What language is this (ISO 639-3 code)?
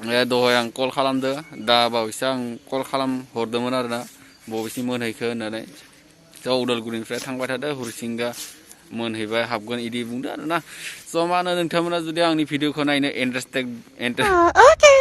brx